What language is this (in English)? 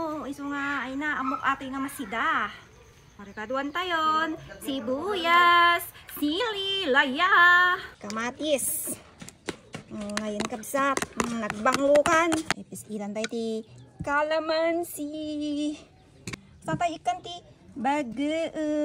Iloko